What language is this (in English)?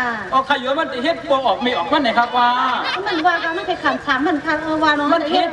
Shan